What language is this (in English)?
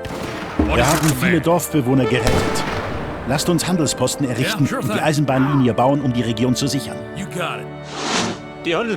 Bavarian